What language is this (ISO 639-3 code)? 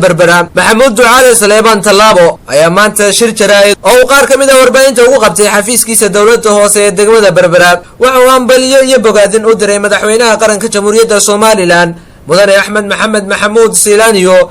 som